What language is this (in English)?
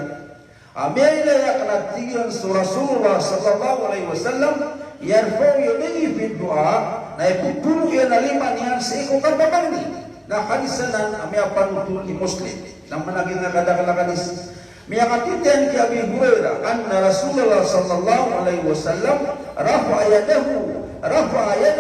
Maranao